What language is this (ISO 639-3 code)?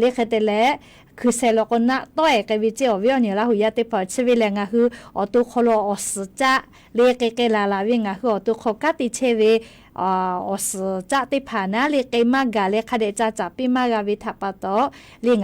lhu